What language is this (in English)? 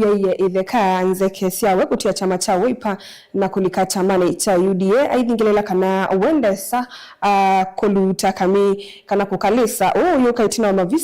Kamba